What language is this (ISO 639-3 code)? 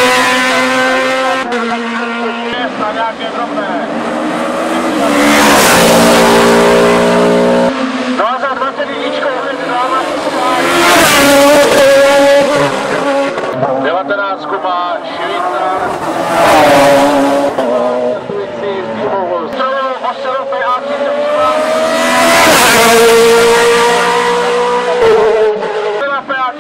ces